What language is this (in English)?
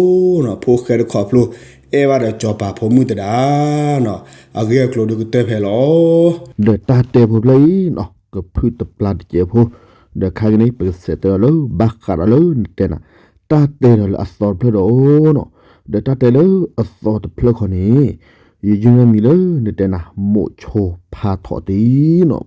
S'gaw Karen